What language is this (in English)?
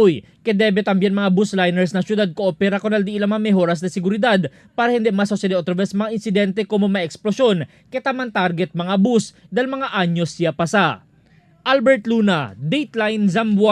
Chavacano